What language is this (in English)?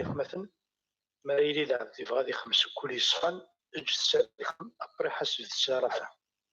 Kabyle